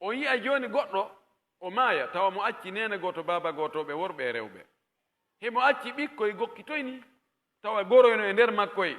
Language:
Pular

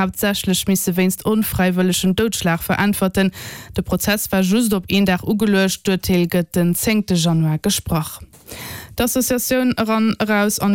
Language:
Luxembourgish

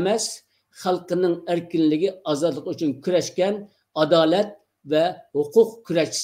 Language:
Uyghur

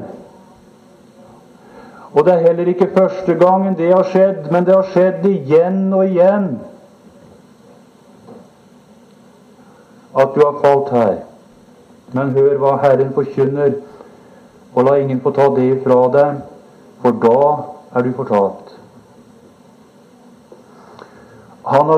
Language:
Norwegian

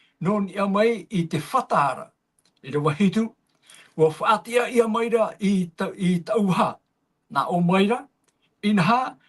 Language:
Tahitian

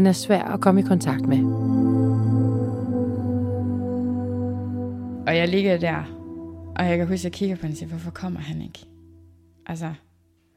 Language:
Danish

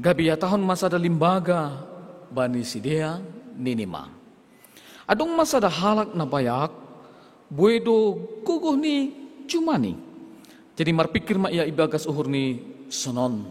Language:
Batak Simalungun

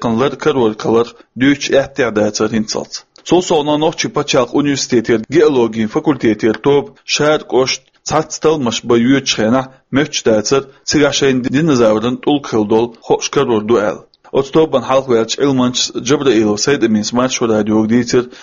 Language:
Chechen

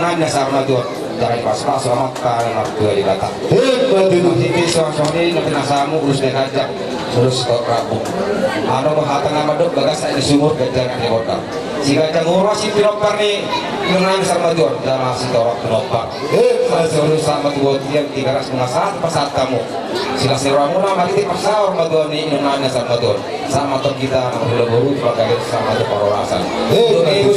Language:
Batak Toba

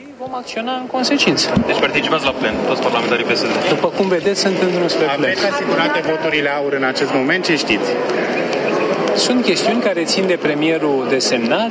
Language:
Romanian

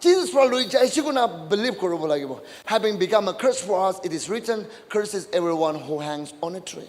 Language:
Naga Pidgin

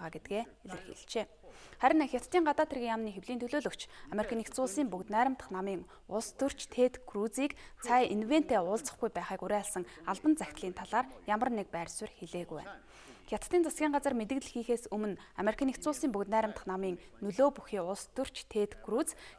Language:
Mongolian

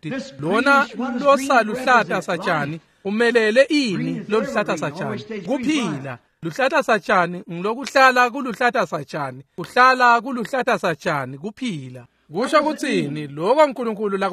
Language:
Swati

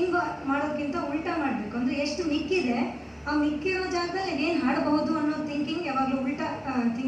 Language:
Kannada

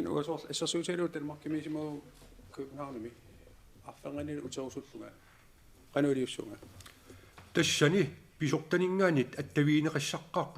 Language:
Kalaallisut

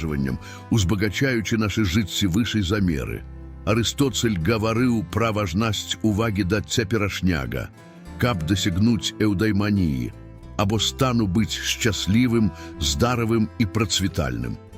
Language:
Belarusian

